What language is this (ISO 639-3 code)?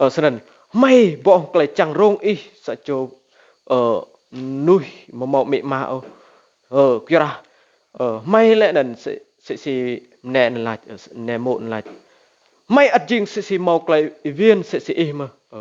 rad